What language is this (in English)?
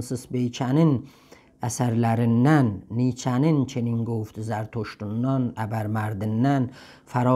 South Azerbaijani